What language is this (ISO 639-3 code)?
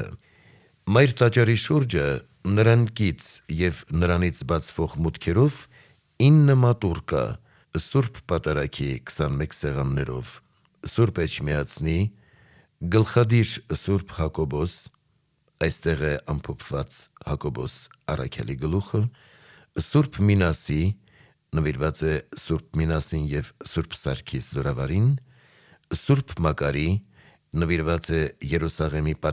hye